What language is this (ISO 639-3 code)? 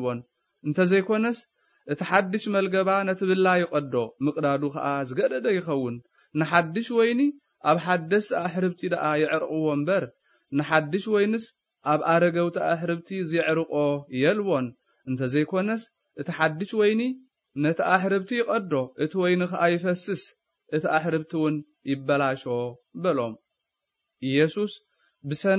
tir